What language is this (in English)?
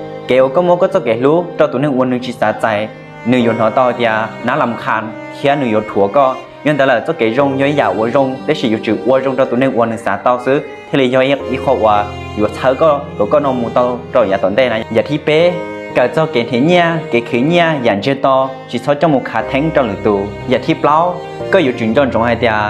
Hmong